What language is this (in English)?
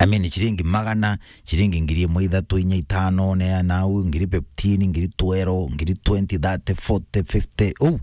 Meru